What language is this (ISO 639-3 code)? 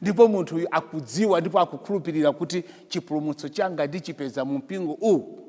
nya